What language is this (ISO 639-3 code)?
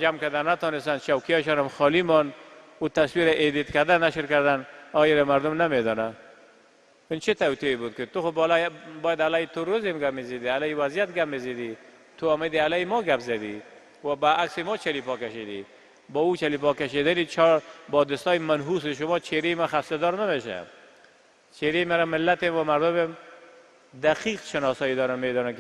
tgk